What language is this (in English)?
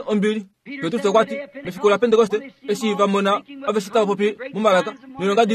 Kuanyama